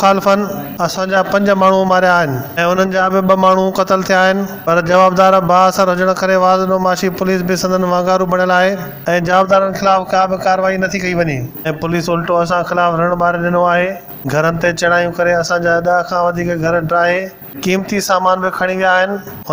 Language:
Sindhi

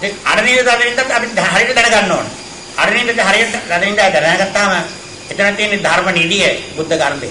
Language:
Sinhala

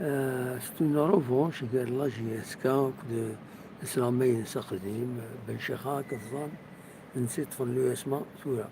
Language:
Kabyle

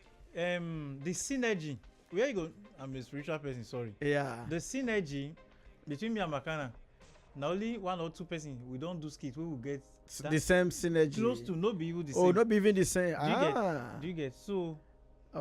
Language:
Nigerian Pidgin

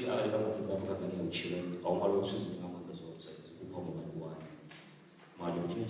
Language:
Venda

